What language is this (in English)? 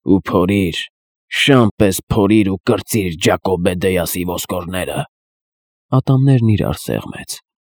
Armenian